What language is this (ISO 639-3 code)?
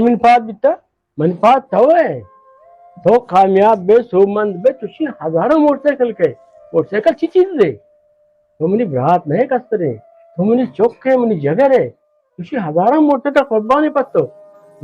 bal